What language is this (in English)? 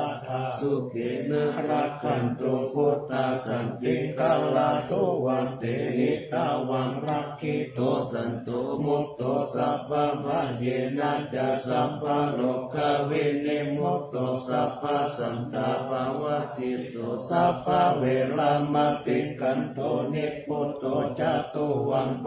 Pali